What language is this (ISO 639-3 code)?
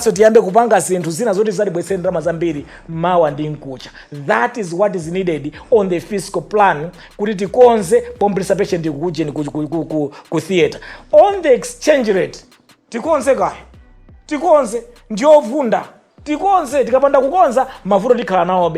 nya